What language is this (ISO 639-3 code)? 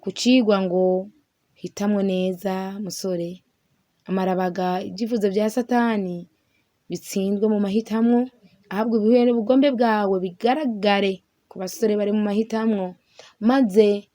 run